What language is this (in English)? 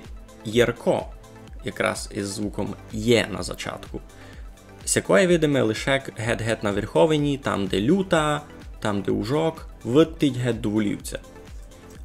Rusyn